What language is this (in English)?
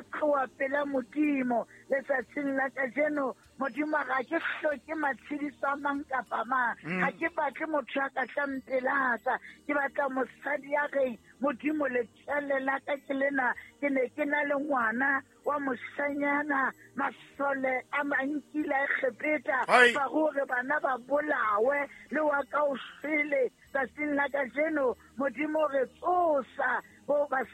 Southern Sotho